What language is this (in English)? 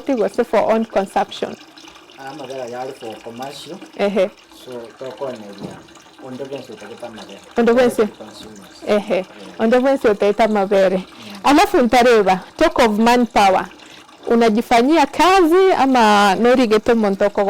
Gusii